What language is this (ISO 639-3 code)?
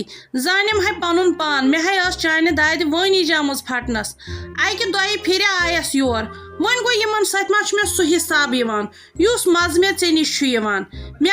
kas